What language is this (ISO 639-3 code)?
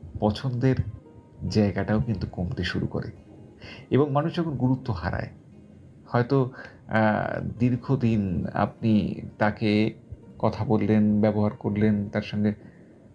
ben